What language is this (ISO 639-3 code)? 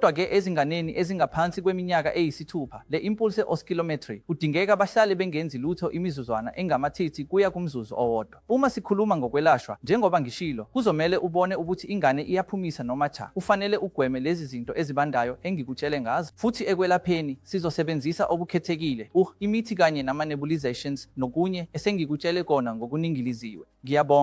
zul